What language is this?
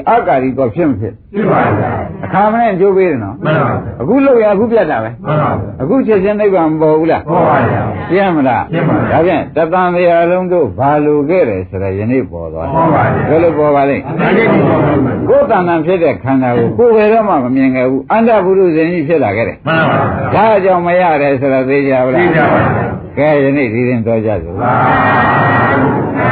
Burmese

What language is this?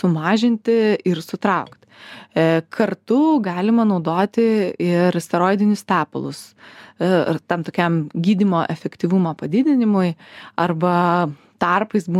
Lithuanian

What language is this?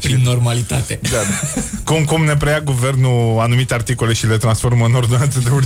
Romanian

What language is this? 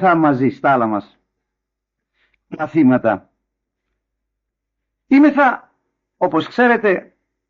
Greek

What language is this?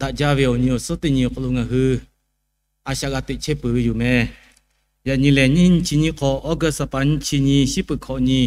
Lahu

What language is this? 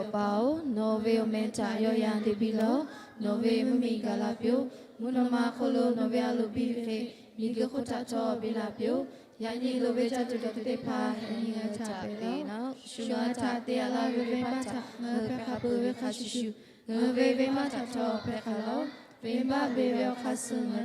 Lahu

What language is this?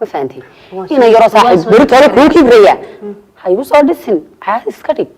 Somali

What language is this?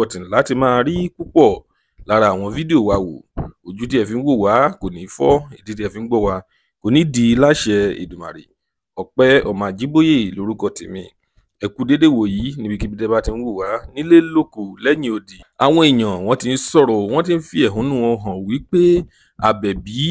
Yoruba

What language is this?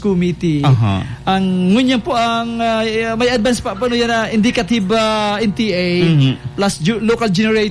Bikol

